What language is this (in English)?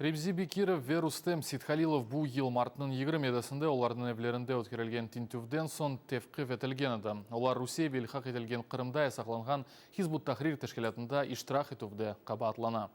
Crimean Tatar